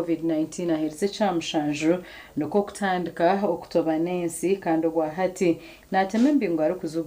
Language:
Nyankole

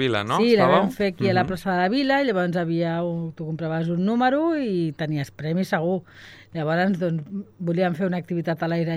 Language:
Catalan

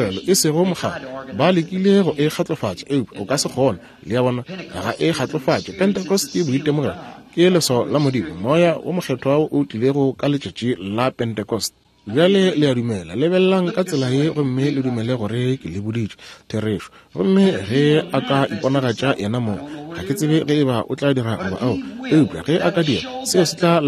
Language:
Northern Sotho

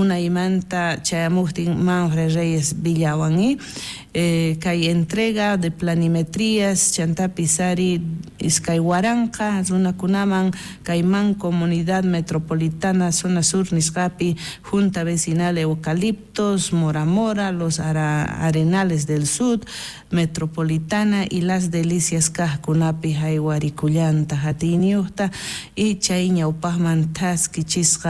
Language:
South Bolivian Quechua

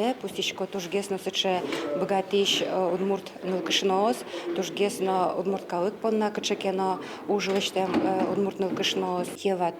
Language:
Udmurt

